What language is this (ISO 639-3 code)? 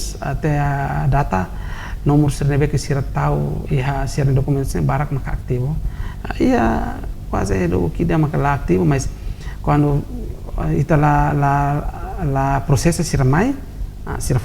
tet